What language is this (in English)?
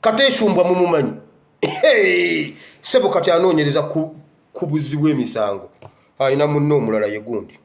Ganda